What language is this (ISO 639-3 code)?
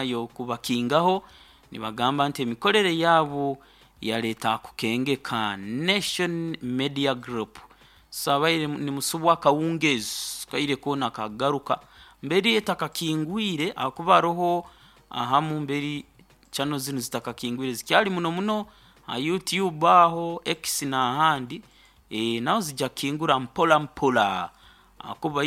nyo